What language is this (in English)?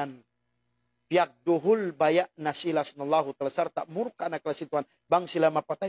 Tausug